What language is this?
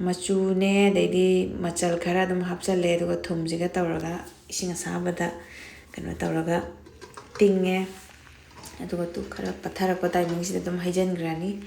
Manipuri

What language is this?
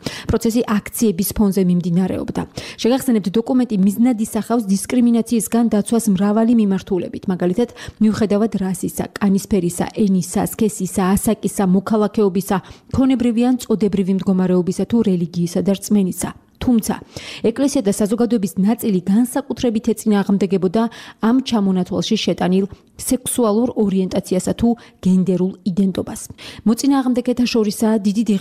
Georgian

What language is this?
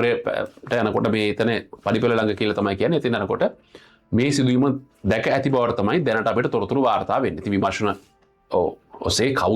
Sinhala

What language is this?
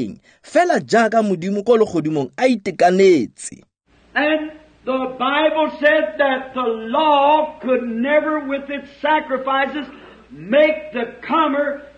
Tswana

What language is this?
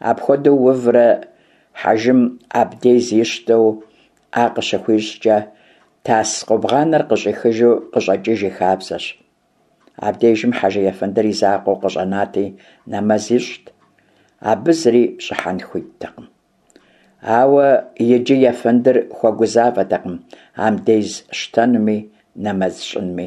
Kabardian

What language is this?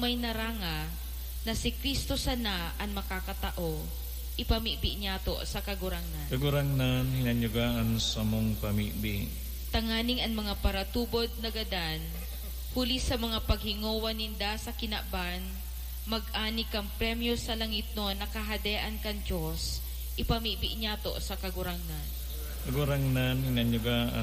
Bikol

